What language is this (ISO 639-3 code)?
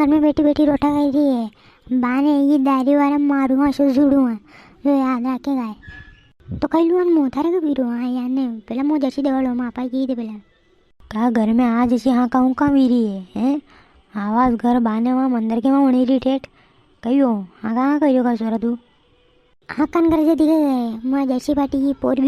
raj